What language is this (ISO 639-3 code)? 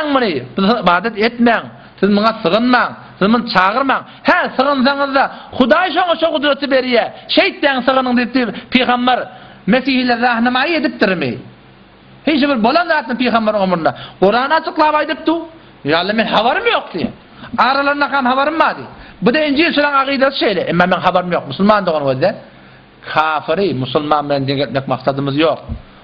tuk